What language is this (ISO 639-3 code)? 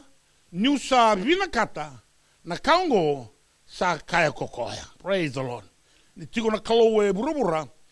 fij